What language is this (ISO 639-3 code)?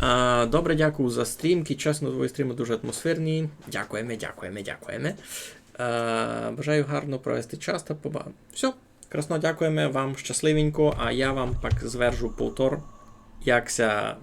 rue